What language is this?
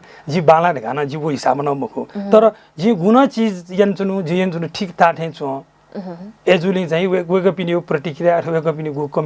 Newari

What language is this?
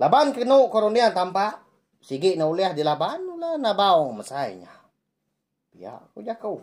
Iban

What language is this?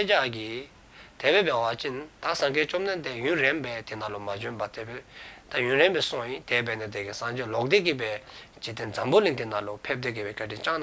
Dzongkha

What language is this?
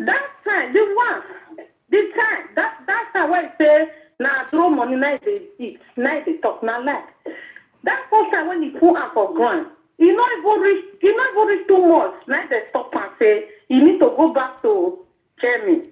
Nigerian Pidgin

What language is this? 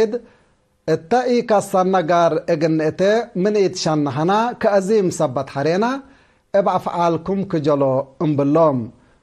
Tigre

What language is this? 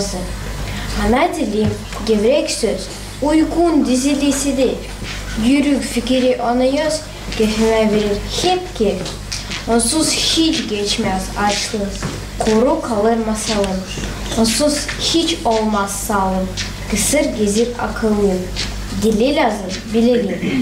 Gagauz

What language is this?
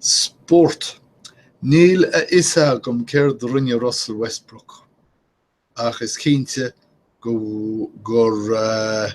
Irish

